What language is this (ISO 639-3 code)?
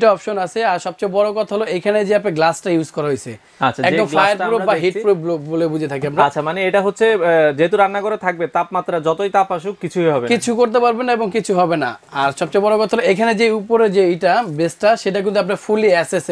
ben